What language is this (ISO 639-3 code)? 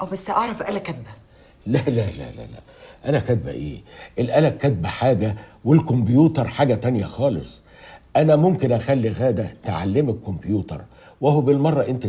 arz